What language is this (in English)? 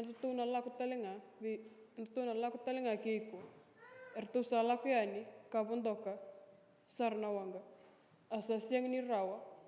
Fijian